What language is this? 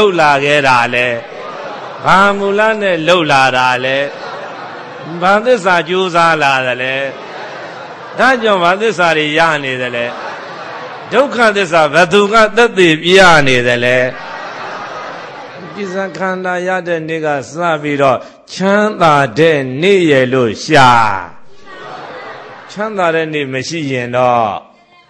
Burmese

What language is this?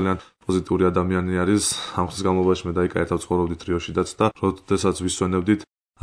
Georgian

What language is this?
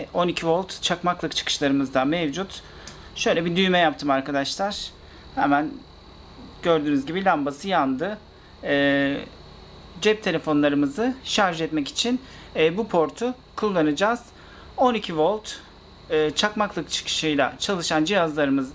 Turkish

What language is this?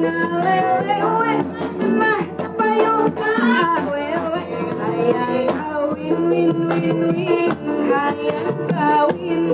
Sundanese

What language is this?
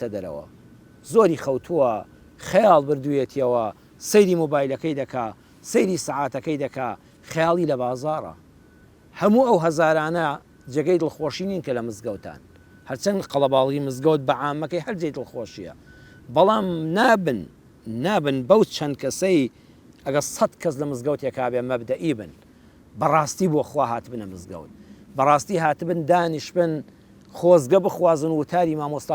Central Kurdish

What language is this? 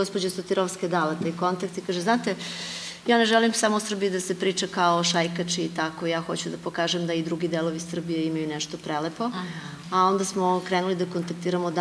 Serbian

